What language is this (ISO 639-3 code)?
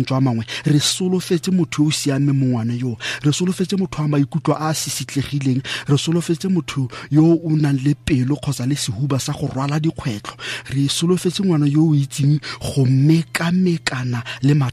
tsn